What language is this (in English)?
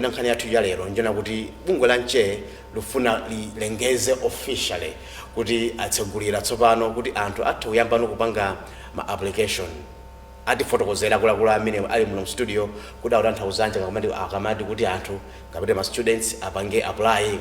Nyanja